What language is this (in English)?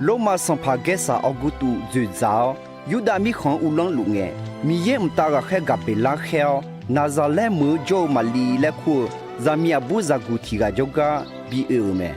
Akha